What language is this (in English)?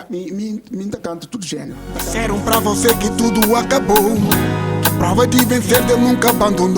Kabuverdianu